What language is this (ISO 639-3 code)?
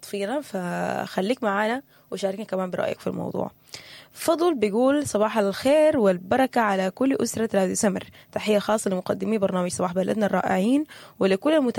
apd